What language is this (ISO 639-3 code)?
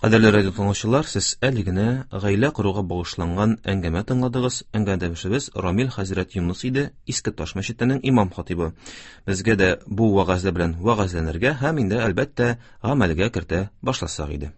tat